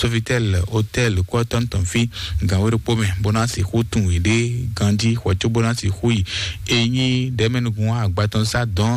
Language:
Fon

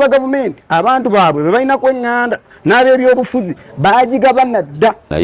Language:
Ganda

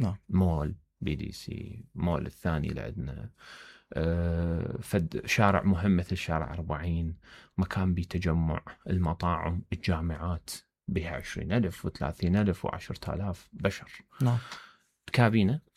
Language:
Mesopotamian Arabic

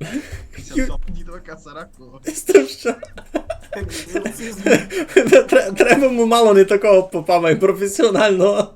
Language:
Rusyn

